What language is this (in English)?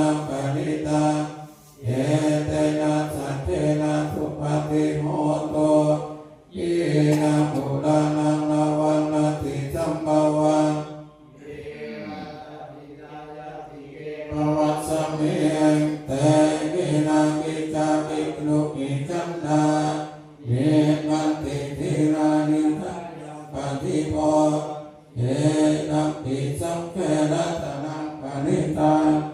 Pali